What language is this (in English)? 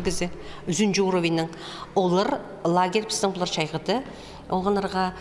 Khakas